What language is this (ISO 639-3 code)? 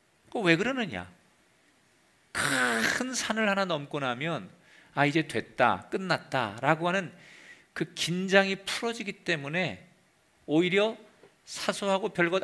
kor